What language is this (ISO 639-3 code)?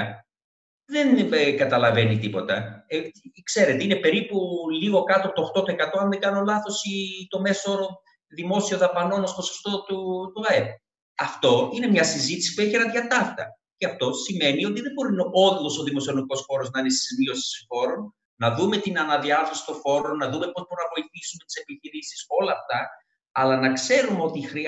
ell